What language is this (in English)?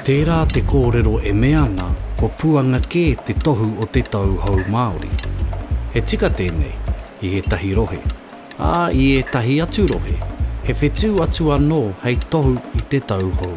Māori